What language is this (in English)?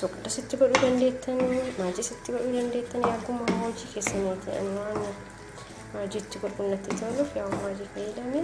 Oromo